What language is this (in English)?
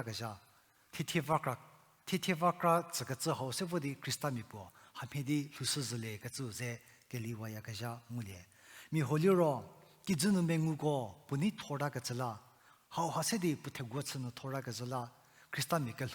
Angami Naga